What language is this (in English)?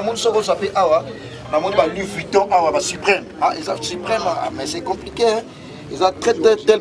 Lingala